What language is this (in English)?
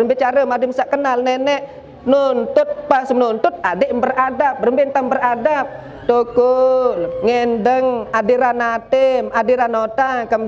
Sasak